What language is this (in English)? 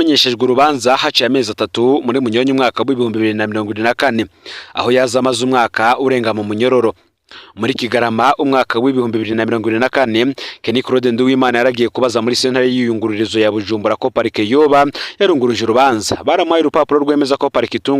Rundi